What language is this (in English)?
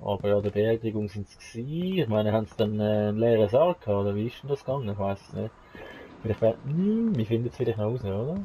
Swiss German